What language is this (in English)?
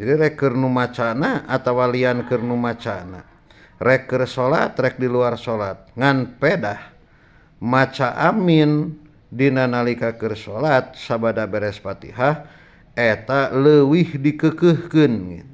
Sundanese